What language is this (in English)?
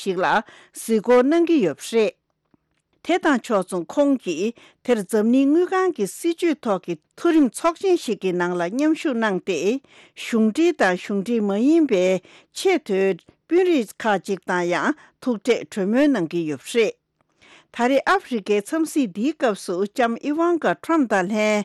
Tibetan